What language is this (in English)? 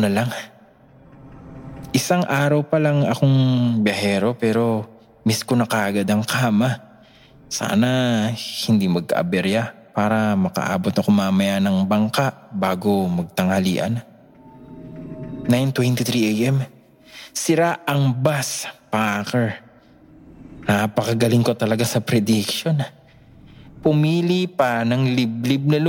Filipino